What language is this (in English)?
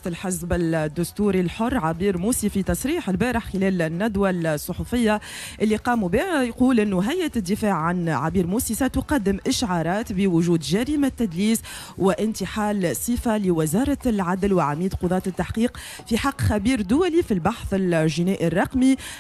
Tunisian Arabic